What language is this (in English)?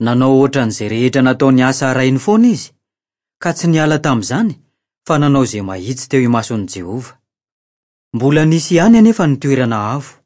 Malagasy